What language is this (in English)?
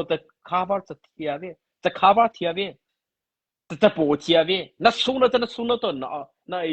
Mara Chin